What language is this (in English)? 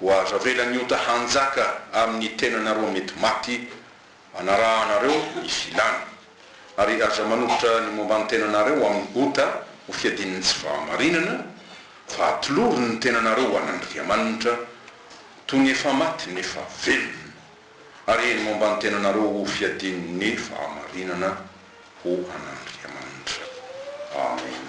Malagasy